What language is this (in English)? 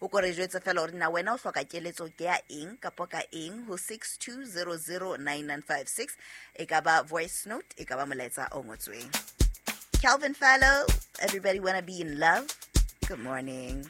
Southern Sotho